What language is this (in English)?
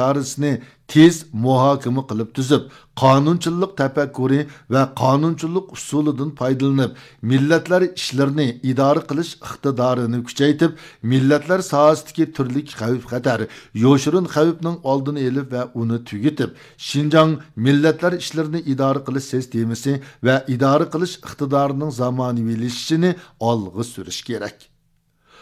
Uyghur